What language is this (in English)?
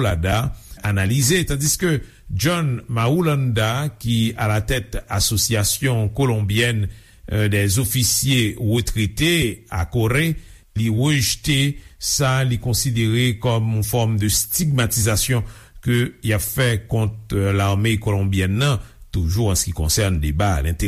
Haitian Creole